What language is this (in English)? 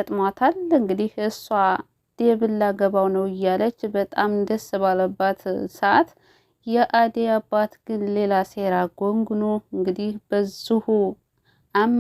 Amharic